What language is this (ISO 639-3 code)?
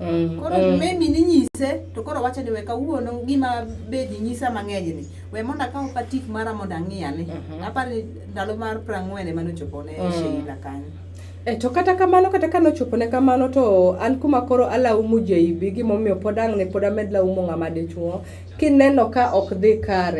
luo